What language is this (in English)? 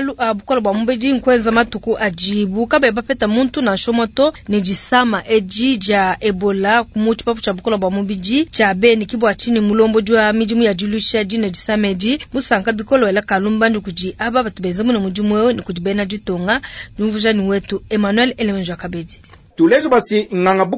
Luba-Lulua